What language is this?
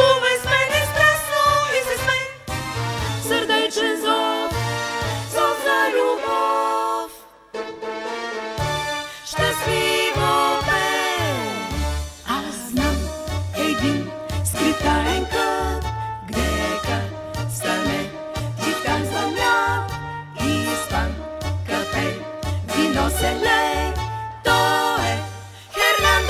Bulgarian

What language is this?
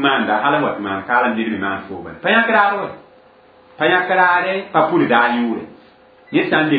Mossi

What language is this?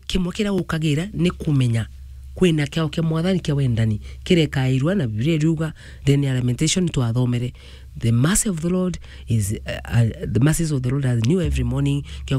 Meru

